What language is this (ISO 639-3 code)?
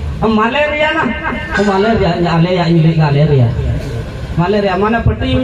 sat